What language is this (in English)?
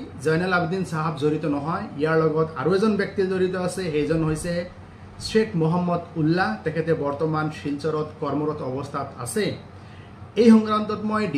Assamese